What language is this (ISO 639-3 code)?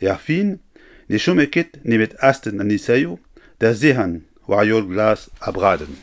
bre